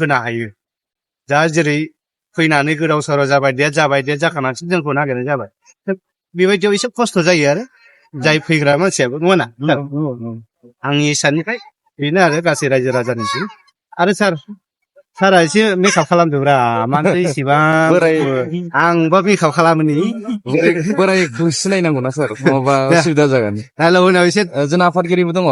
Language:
Bodo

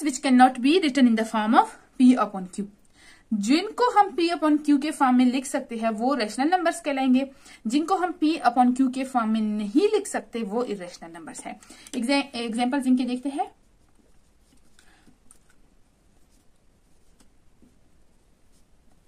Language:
Hindi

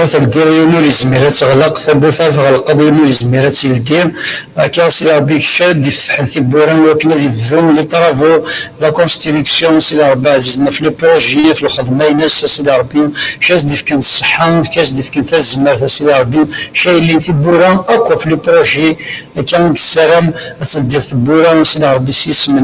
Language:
Kabyle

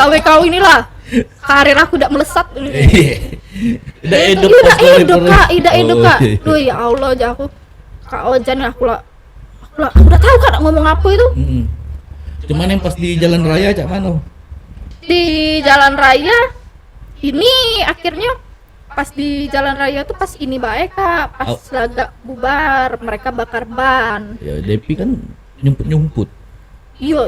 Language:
Musi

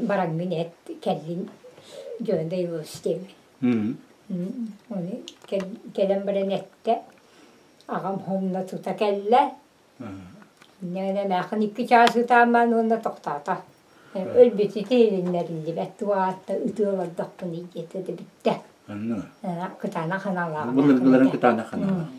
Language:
Yakut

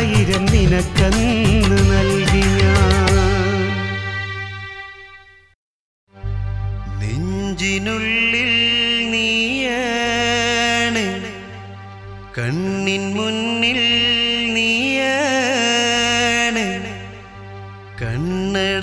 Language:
Malayalam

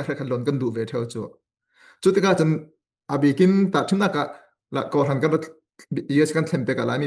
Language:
Falam Chin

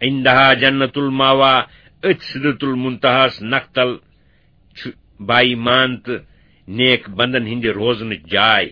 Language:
Kashmiri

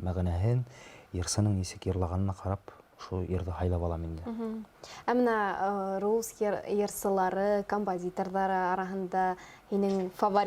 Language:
Bashkir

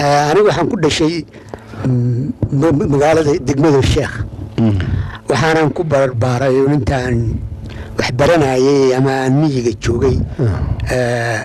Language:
Somali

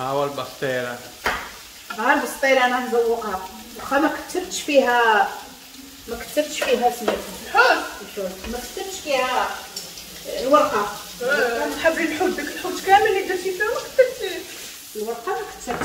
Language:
Moroccan Arabic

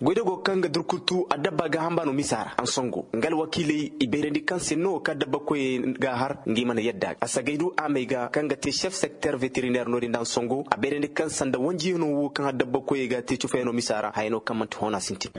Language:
Koyraboro Senni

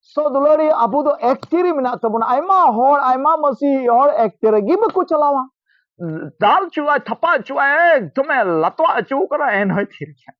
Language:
Santali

